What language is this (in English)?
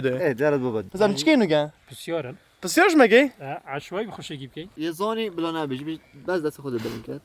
Kurdish